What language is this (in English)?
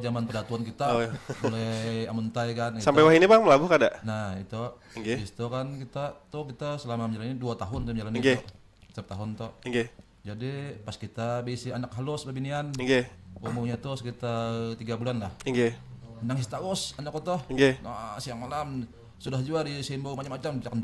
Banjar